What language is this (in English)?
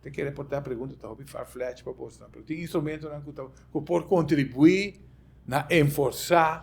Papiamento